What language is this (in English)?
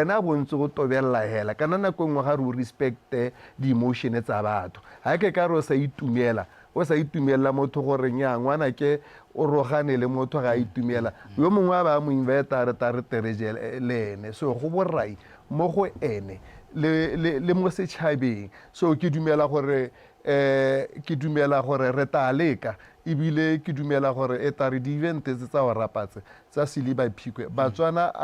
Tswana